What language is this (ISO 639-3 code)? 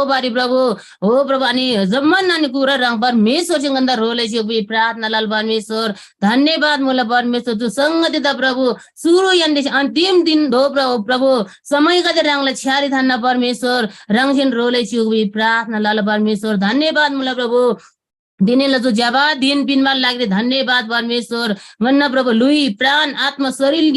taj